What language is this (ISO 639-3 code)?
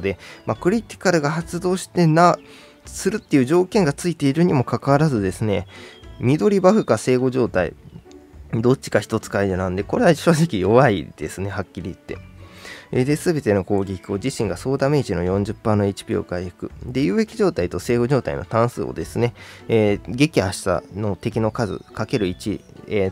jpn